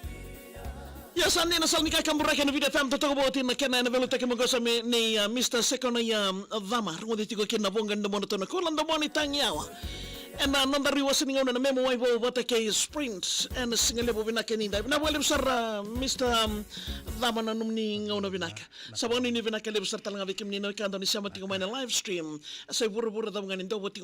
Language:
Fijian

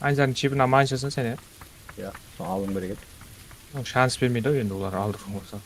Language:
Kara-Kalpak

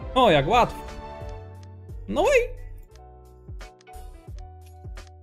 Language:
Polish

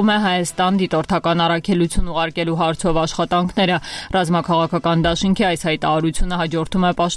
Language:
Armenian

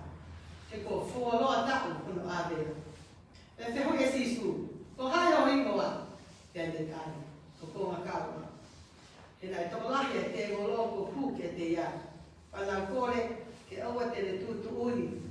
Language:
Tongan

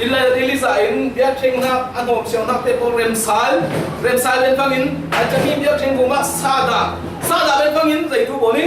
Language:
Falam Chin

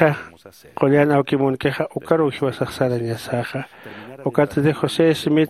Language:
Aymara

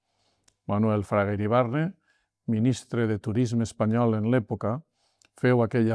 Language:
Catalan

